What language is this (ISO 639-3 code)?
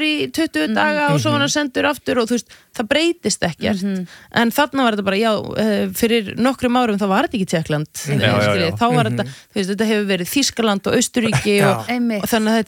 isl